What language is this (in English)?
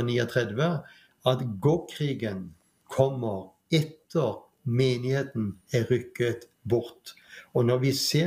Norwegian